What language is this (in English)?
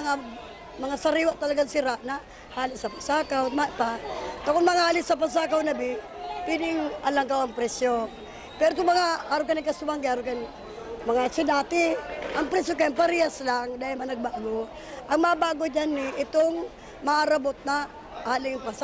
Bikol